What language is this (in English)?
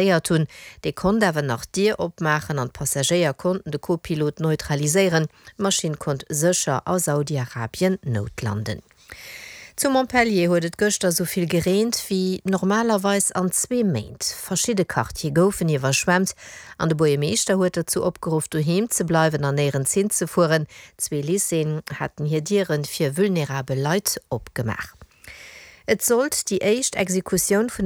Luxembourgish